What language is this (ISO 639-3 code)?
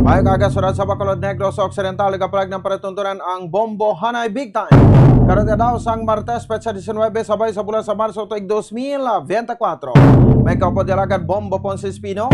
hil